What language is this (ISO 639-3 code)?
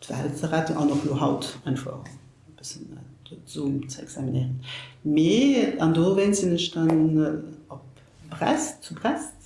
ltz